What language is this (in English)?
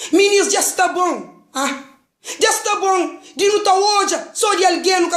Kabuverdianu